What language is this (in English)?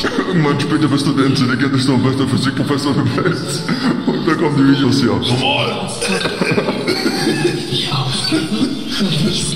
German